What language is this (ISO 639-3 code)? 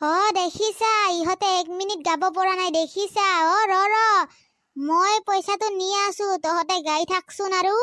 asm